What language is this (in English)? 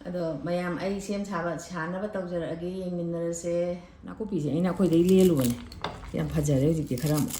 Manipuri